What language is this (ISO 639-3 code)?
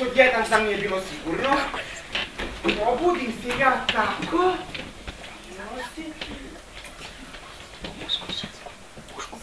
srp